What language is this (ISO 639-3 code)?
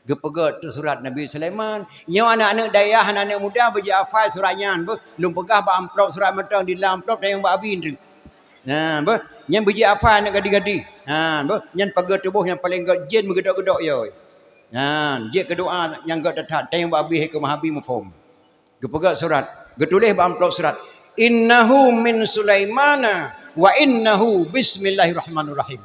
ace